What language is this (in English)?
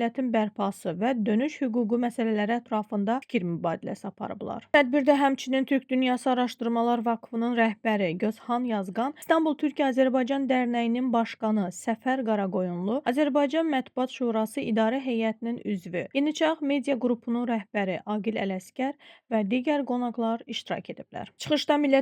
Azerbaijani